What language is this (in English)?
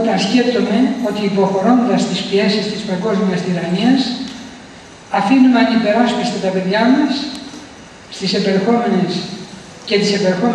Greek